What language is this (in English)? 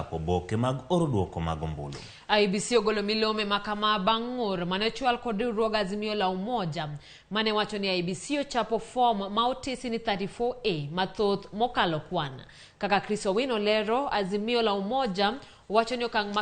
Luo (Kenya and Tanzania)